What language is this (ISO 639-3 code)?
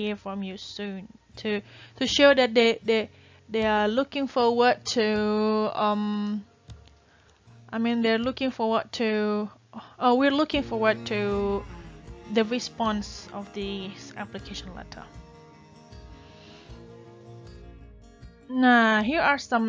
ind